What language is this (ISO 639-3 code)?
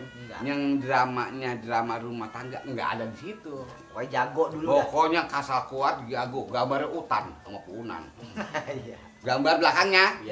bew